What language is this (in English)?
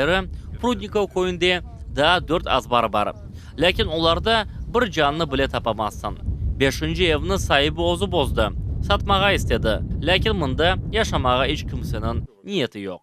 Crimean Tatar